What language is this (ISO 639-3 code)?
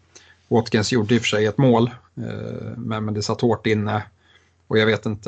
swe